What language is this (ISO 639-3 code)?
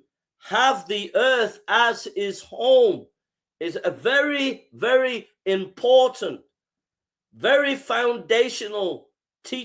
eng